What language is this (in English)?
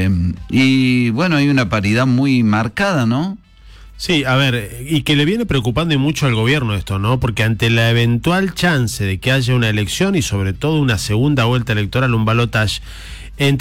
Spanish